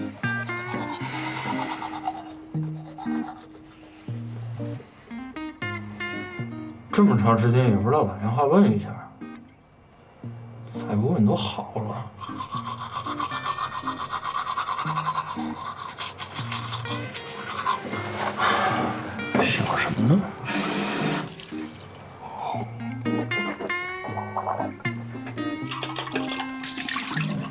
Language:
Chinese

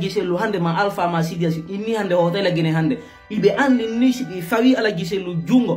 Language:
Fula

